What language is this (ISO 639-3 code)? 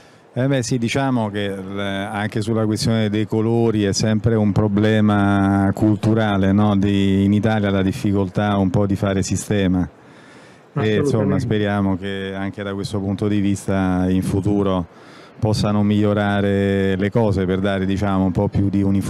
ita